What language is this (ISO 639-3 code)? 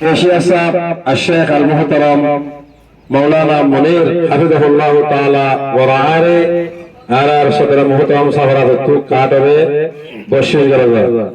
rhg